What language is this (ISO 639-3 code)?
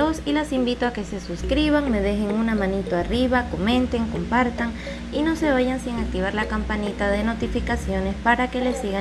spa